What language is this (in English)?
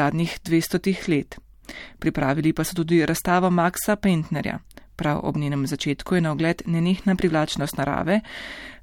Slovenian